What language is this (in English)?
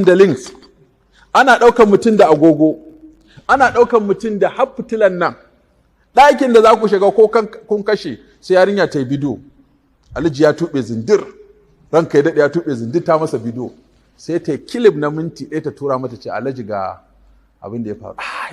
Hausa